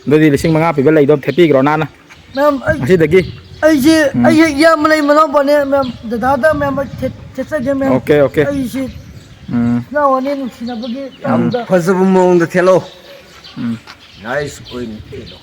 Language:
Manipuri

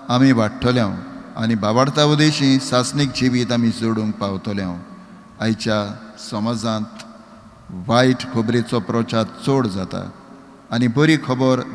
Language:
Konkani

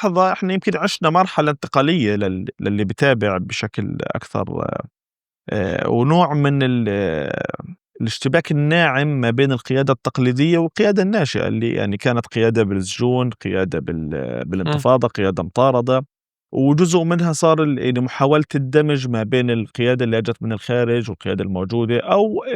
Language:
North Levantine Arabic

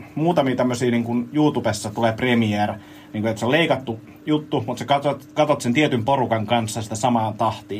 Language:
Finnish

